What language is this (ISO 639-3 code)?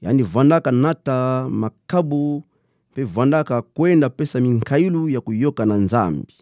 ktu